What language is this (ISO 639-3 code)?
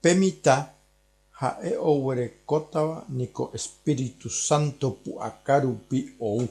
grn